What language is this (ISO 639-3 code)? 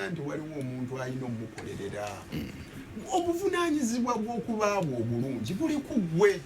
lug